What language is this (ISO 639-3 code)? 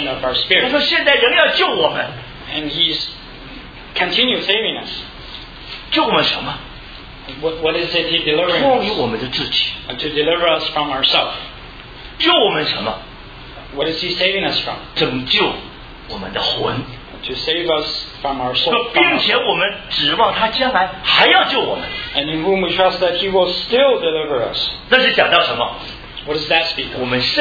zho